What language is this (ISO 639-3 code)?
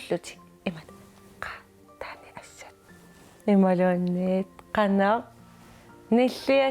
kal